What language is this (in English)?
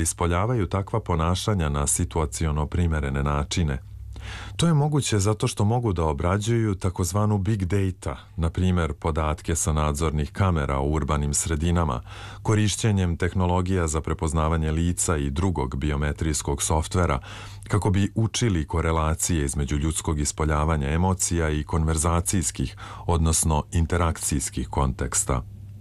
Serbian